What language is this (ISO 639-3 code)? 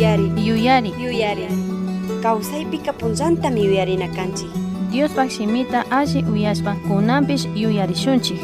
qug